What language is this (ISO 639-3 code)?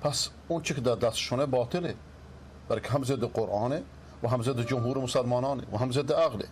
fas